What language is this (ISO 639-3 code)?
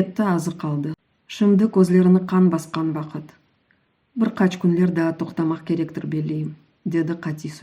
crh